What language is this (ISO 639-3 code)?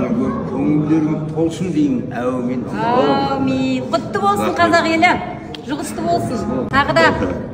kaz